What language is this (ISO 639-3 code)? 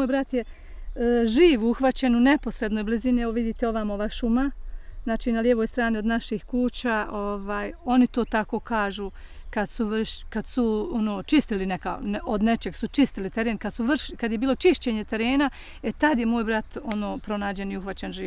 bos